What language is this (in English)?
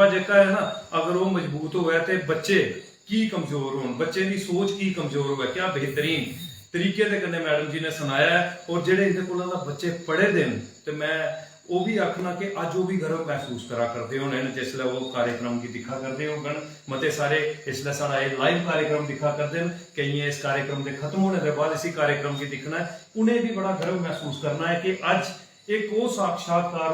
Dogri